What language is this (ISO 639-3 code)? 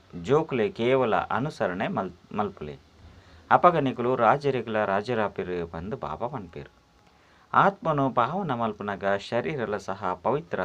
tcy